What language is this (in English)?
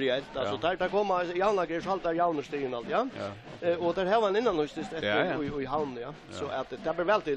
Faroese